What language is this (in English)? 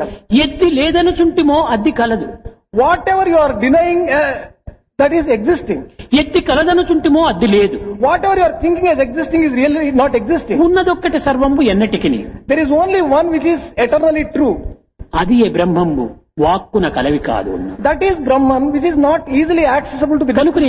Telugu